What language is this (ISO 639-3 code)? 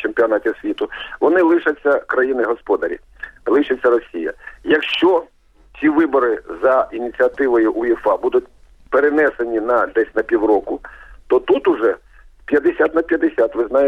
ukr